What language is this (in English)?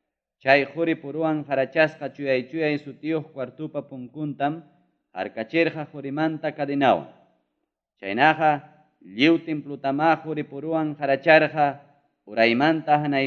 Ayacucho Quechua